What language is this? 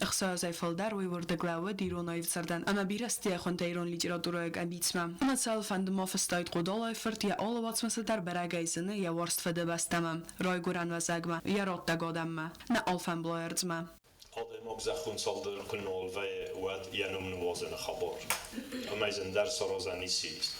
Ossetic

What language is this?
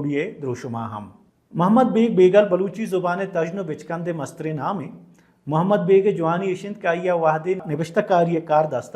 Baluchi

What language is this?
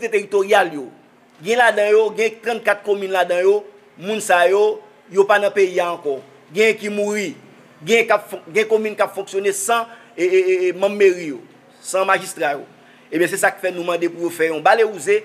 Haitian Creole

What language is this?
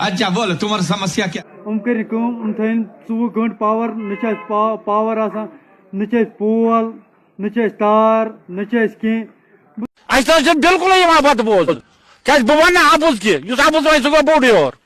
Kashmiri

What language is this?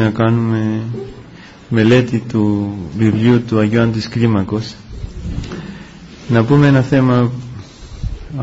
Greek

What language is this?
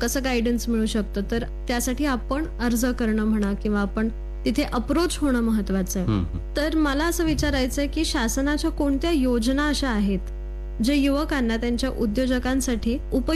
Marathi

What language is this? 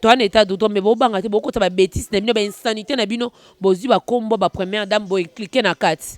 Lingala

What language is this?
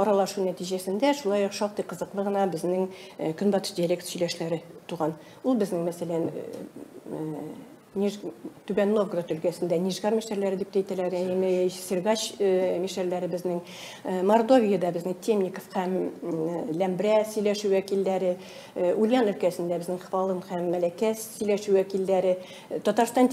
Tatar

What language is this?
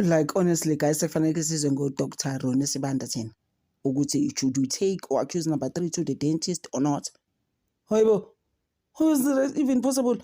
Zulu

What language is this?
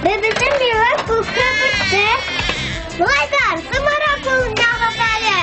Bashkir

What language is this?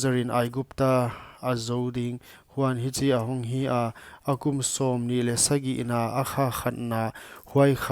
Paite Chin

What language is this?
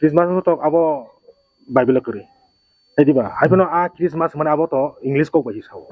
Kok Borok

